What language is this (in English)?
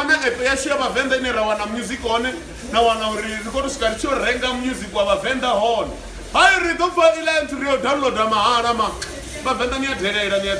Venda